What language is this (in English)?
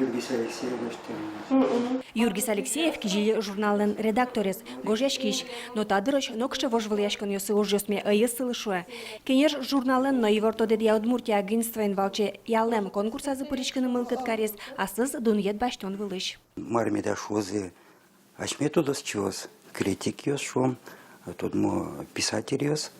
Udmurt